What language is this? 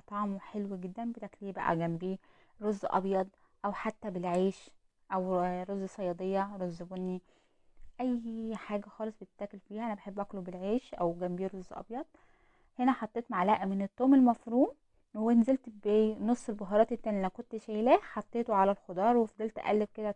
Egyptian Arabic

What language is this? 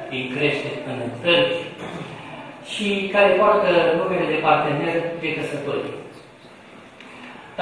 Romanian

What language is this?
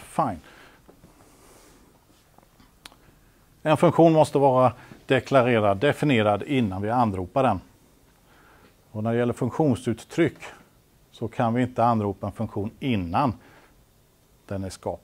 Swedish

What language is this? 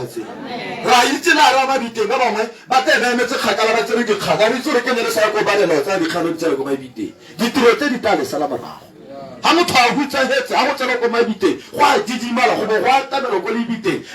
Tswana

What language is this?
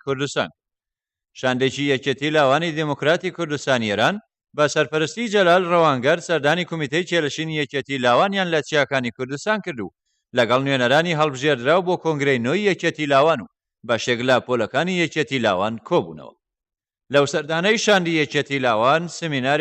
Central Kurdish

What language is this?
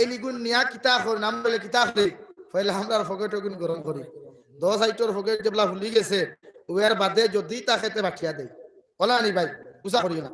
Sylheti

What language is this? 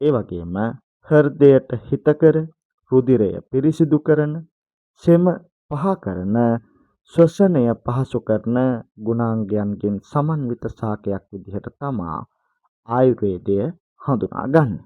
Sinhala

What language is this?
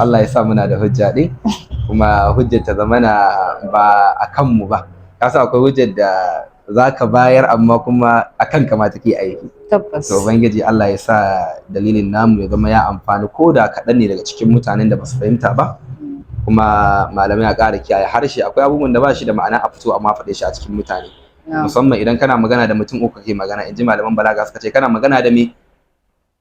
Hausa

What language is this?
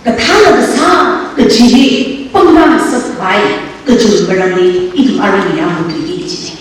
Tangkhul Naga (India)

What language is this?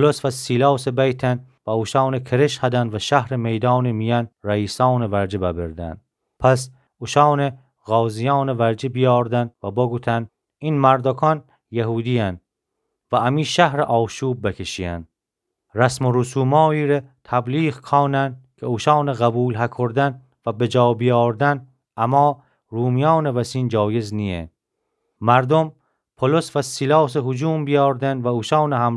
Gilaki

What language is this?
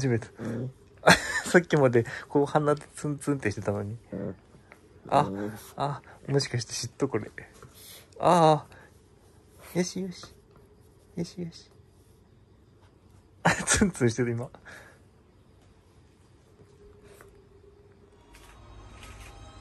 Japanese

